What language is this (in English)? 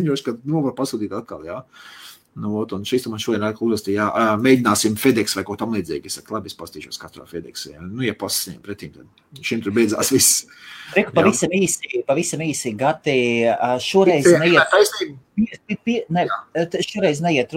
Latvian